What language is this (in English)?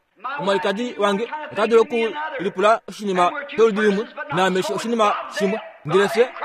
Kuanyama